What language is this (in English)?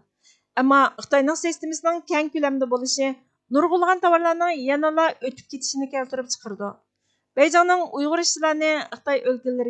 Uyghur